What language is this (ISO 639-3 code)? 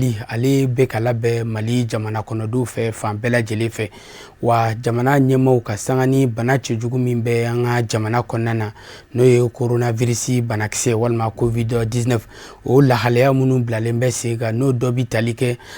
bam